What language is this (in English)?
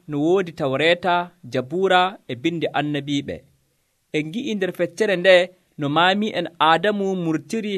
Nigerian Fulfulde